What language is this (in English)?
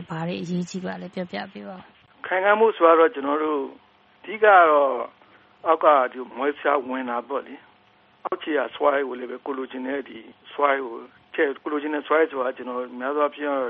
Burmese